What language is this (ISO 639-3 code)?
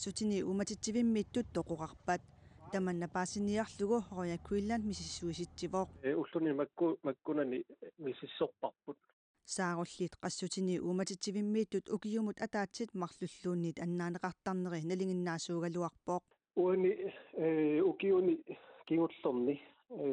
kal